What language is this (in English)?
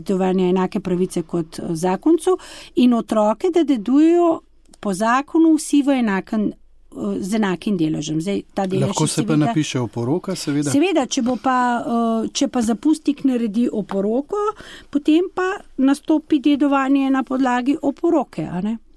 Slovenian